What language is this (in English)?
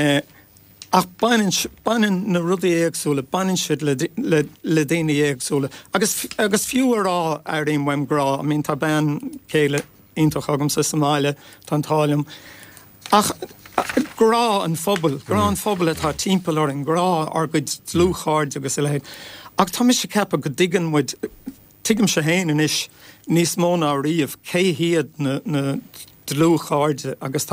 Irish